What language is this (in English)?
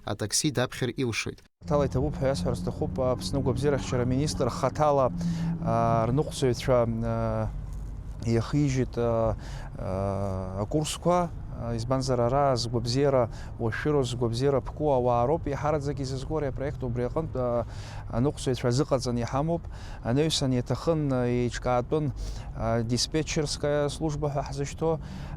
Abkhazian